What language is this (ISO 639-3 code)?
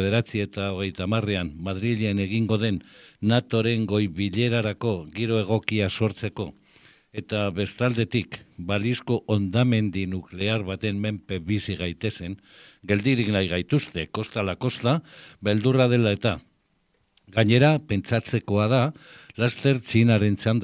eus